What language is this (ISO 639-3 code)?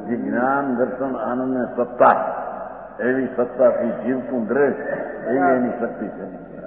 guj